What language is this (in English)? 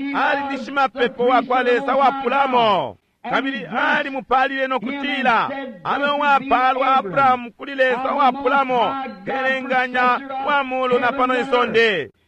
Bemba